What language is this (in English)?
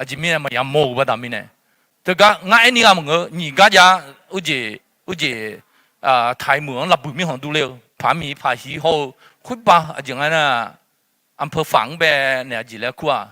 Akha